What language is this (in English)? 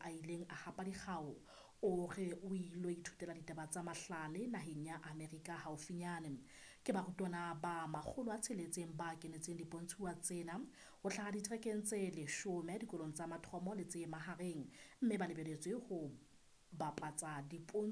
Southern Sotho